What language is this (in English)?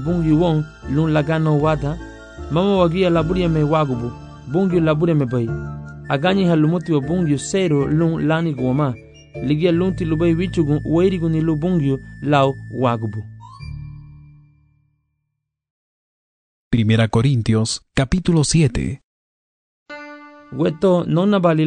Garifuna